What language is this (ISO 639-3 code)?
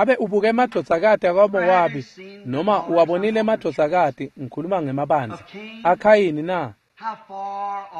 ssw